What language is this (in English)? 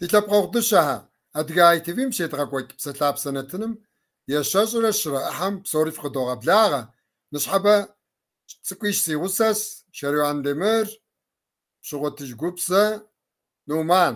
Kabardian